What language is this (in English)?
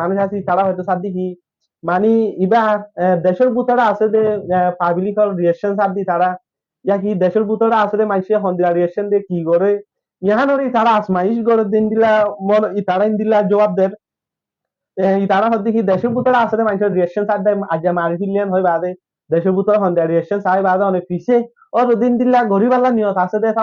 Rohingya